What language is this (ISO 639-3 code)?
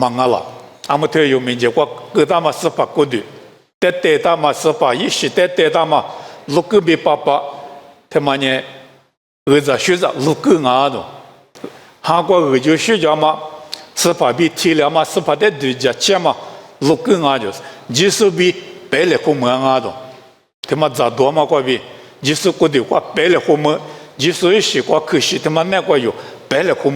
lis